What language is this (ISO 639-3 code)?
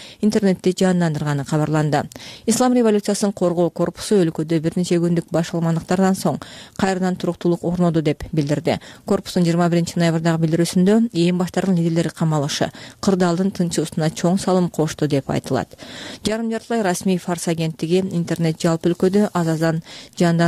kir